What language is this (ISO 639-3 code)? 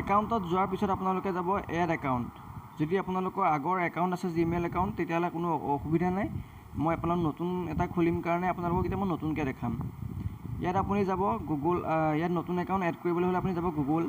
asm